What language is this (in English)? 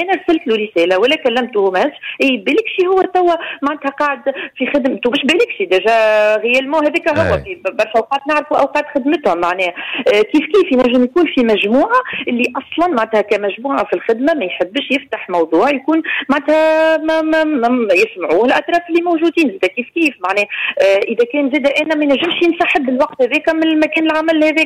Tunisian Arabic